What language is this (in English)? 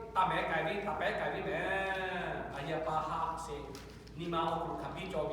Lahu